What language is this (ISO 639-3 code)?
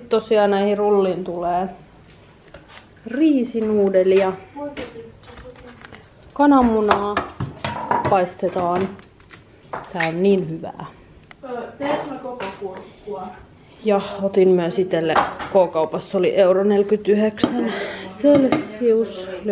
fin